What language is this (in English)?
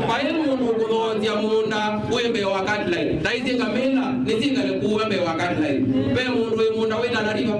Kamba